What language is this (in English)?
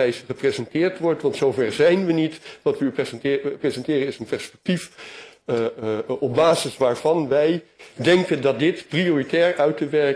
Dutch